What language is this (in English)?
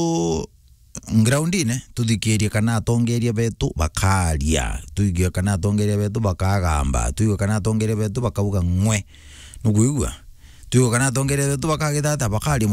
Meru